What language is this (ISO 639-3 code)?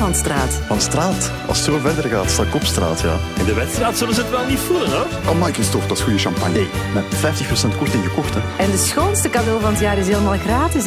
nld